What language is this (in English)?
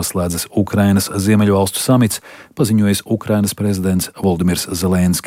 Latvian